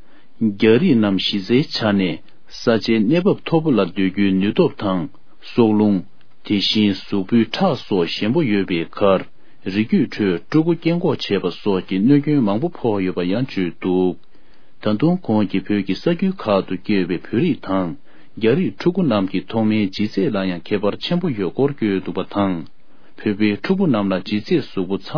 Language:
Tibetan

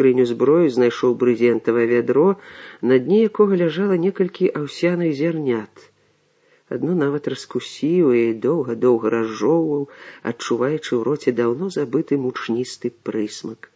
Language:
Belarusian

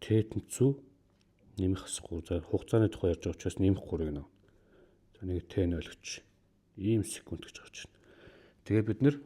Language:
Mongolian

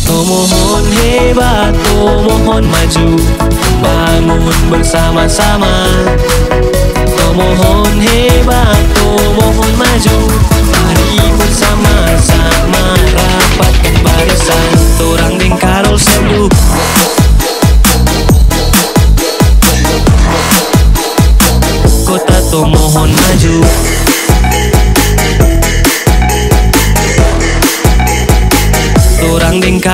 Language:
Indonesian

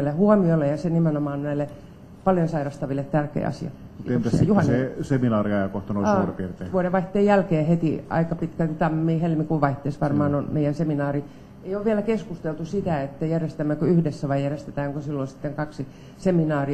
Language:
Finnish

